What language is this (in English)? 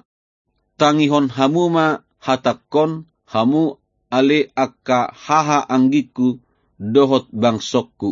Batak Toba